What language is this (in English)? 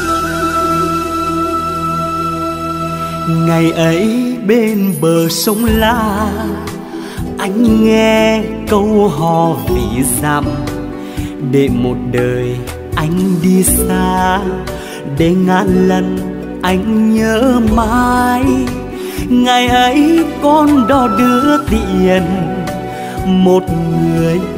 Vietnamese